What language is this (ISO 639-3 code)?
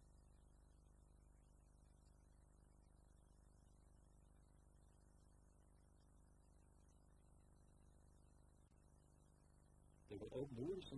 nor